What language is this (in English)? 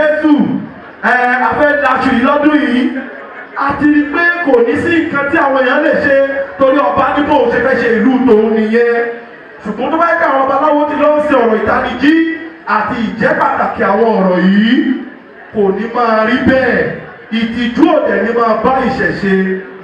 Yoruba